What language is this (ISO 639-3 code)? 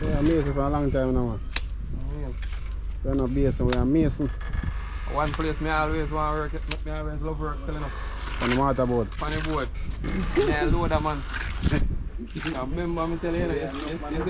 jam